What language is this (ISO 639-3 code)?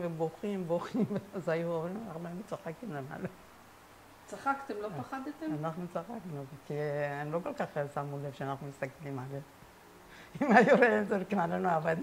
heb